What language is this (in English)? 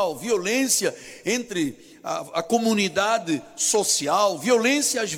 Portuguese